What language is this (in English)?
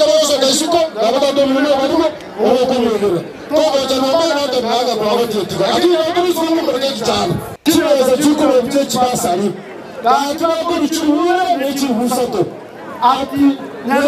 Gusii